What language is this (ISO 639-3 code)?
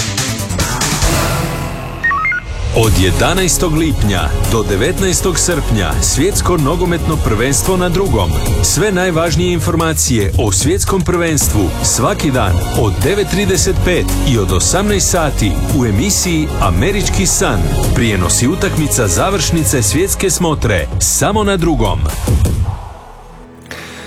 hrv